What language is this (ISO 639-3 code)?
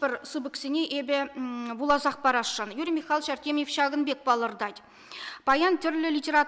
chv